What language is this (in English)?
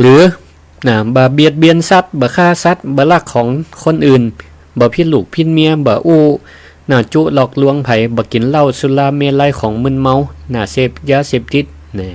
Northern Thai